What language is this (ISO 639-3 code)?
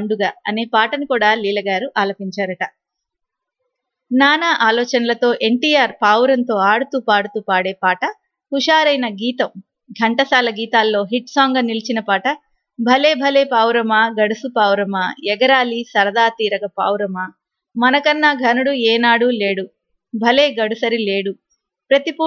tel